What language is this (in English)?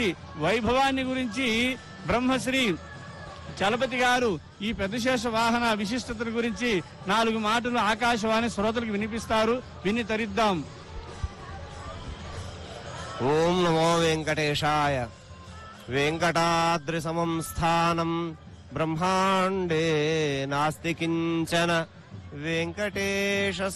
Telugu